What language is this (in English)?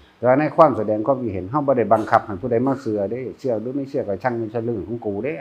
Northeastern Thai